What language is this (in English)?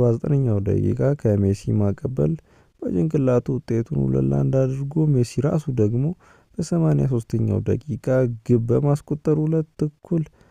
Amharic